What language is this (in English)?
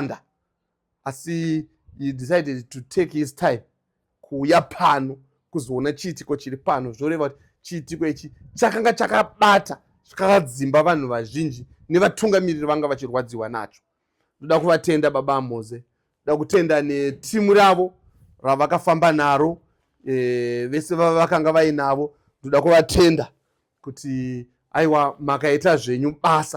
Shona